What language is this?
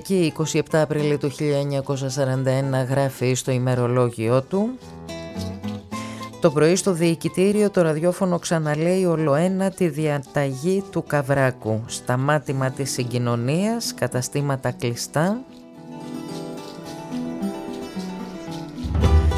Greek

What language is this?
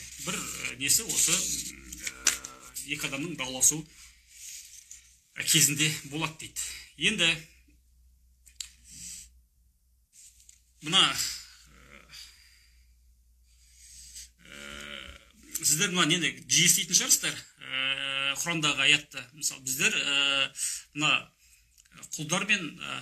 Kazakh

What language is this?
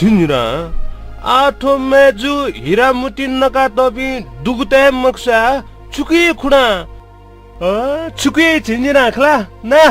Newari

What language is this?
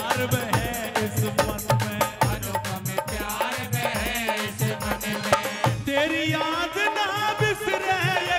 Haryanvi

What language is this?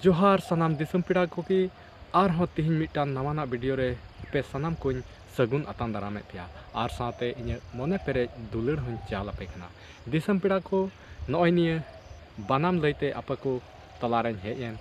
Santali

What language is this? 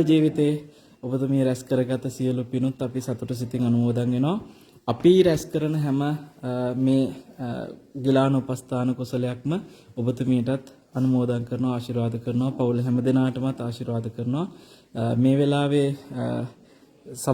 Sinhala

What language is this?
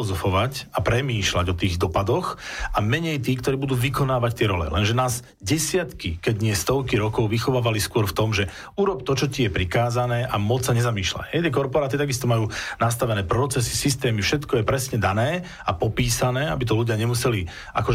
Slovak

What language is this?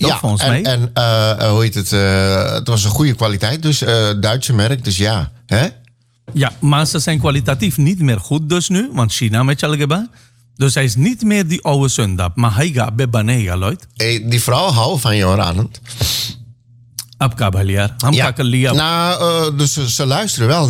Dutch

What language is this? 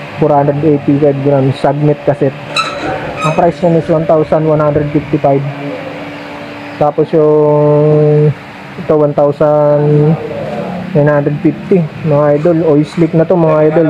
Filipino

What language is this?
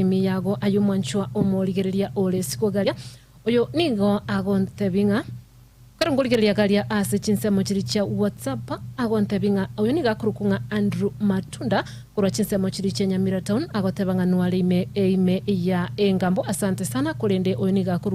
Gusii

